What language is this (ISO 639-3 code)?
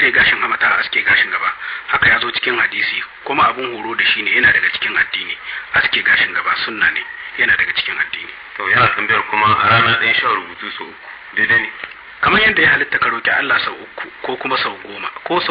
hau